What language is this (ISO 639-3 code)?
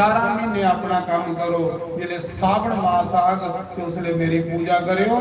doi